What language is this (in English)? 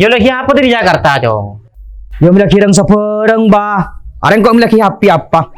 Madurese